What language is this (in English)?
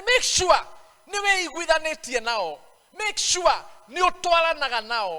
Kikuyu